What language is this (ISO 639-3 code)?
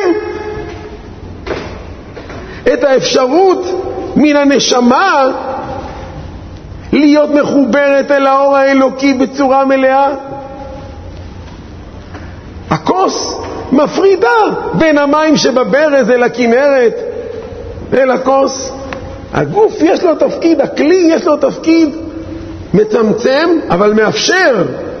heb